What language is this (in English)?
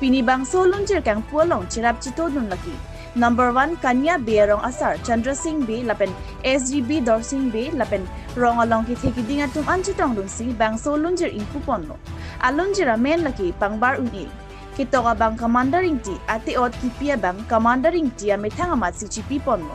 Karbi